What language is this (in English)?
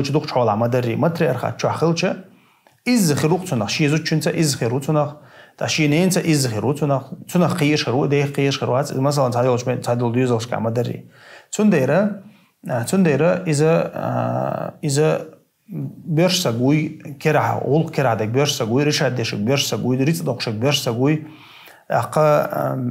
Chechen